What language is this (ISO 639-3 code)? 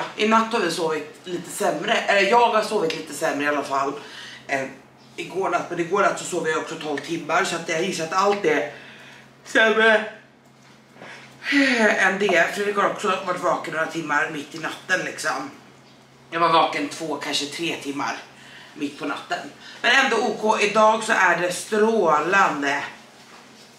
swe